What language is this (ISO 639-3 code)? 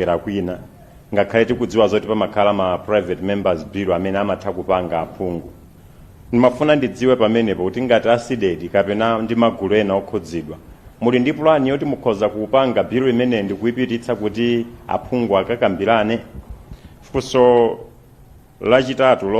nya